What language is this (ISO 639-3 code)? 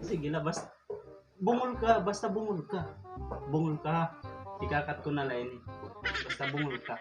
war